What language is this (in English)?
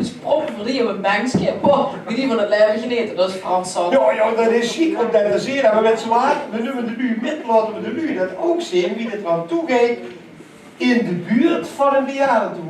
Limburgish